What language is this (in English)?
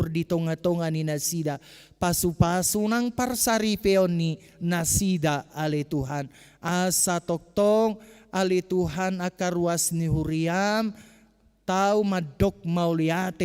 Batak Toba